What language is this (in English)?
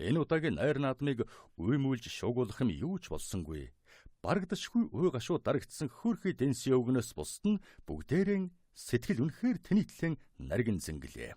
Mongolian